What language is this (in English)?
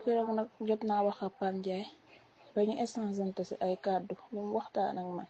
Wolof